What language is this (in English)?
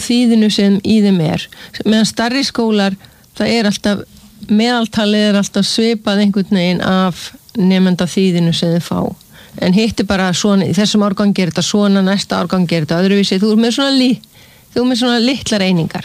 Icelandic